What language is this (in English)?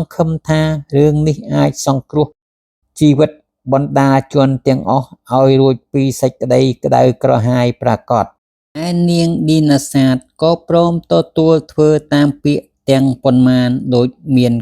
Khmer